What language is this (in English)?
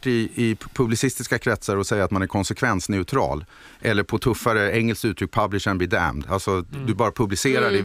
Swedish